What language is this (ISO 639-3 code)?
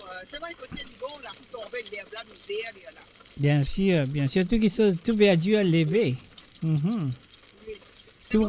mfe